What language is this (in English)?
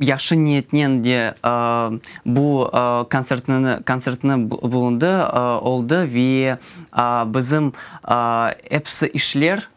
Crimean Tatar